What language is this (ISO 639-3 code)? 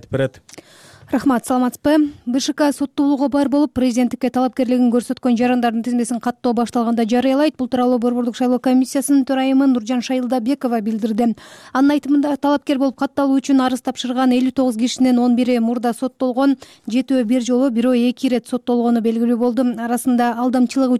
kir